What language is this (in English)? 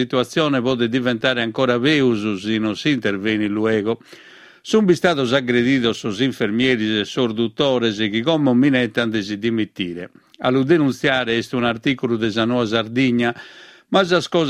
Sardinian